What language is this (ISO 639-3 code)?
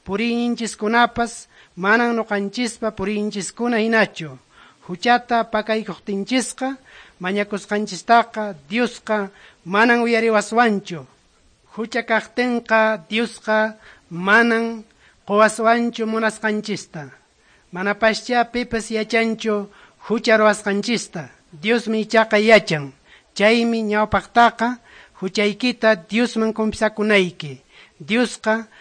que